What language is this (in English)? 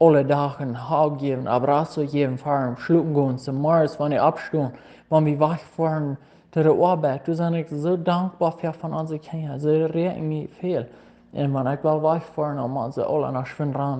Plautdietsch